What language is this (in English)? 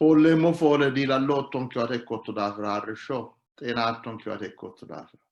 Sidamo